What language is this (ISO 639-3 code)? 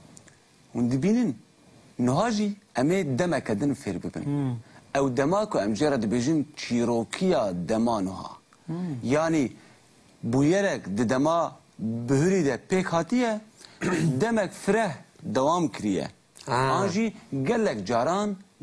kur